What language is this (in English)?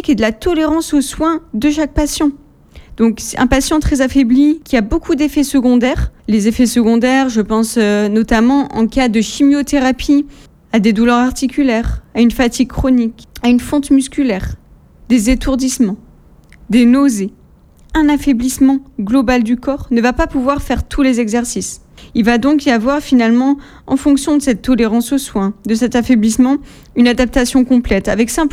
French